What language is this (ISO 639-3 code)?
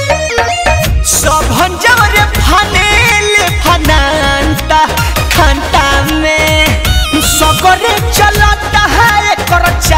bho